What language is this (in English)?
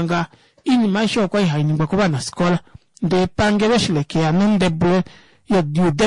Kuanyama